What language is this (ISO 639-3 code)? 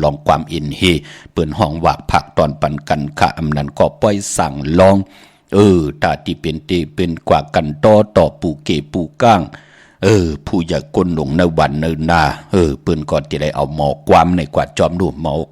shn